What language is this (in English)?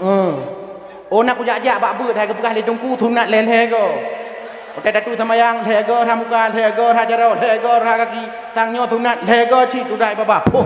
Achinese